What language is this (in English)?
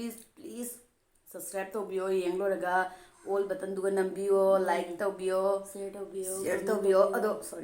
Manipuri